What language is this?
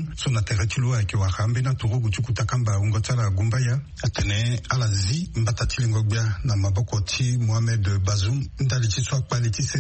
Sango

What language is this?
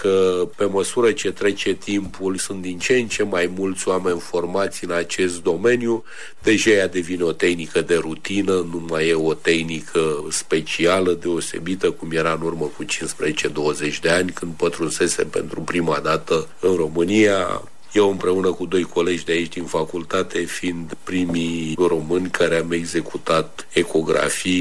Romanian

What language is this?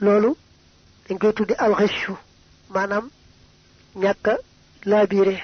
Wolof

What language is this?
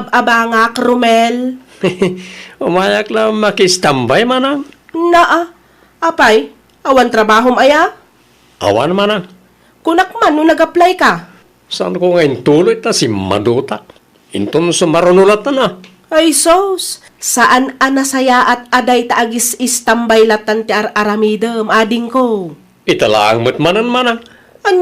Iloko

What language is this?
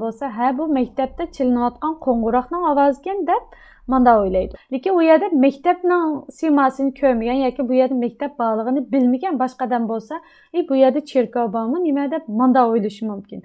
Uyghur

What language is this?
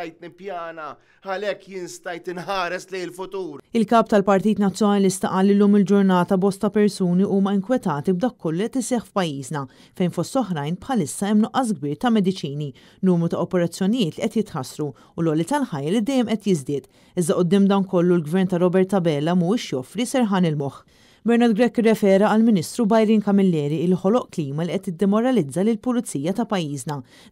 Maltese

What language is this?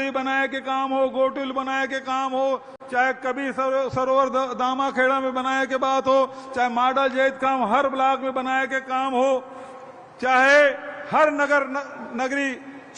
Chhattisgarhi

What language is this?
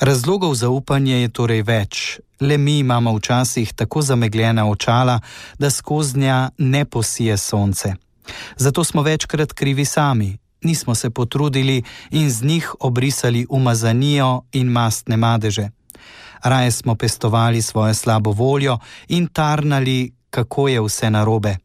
Slovenian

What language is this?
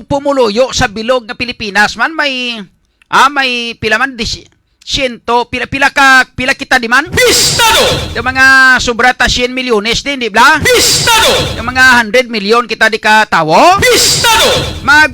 Hiligaynon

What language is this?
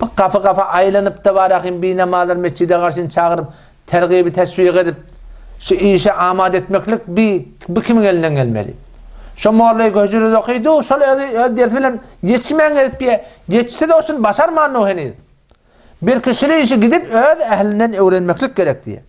Turkmen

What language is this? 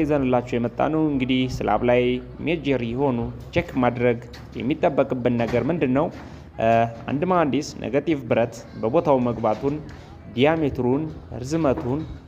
Amharic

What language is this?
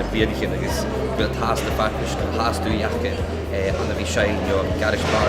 Scottish Gaelic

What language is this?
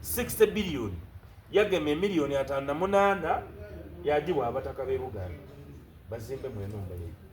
Soga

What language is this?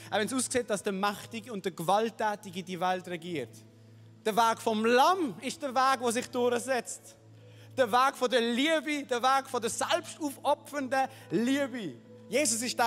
Swiss German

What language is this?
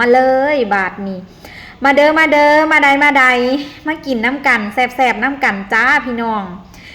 Northeastern Thai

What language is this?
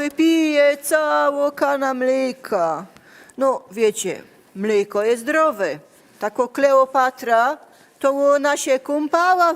Silesian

